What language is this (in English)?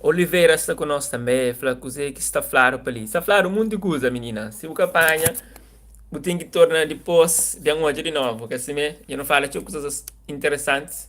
Kabuverdianu